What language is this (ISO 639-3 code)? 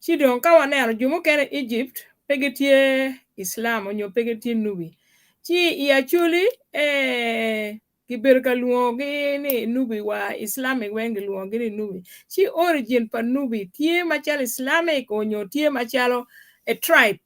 ach